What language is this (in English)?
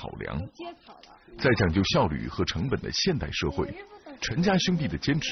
Chinese